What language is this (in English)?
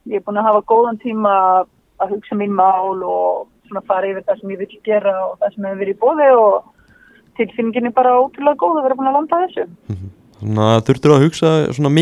Icelandic